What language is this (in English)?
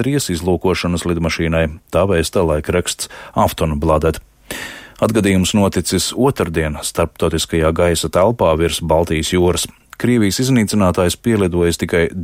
Latvian